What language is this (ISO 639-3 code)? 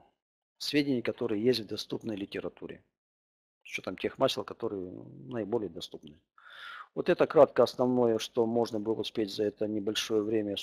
rus